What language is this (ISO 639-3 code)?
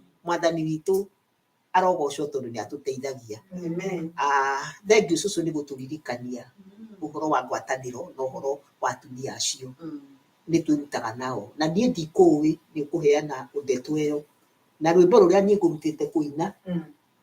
kik